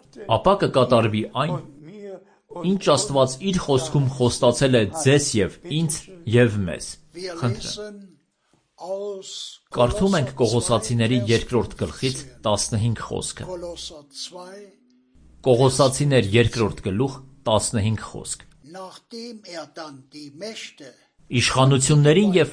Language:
Armenian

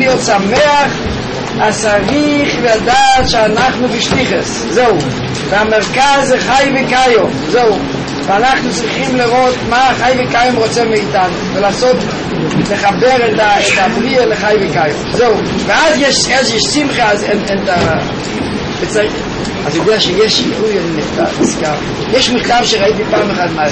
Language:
Hebrew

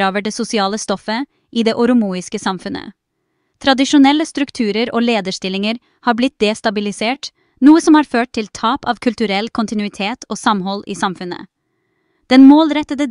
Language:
Norwegian Bokmål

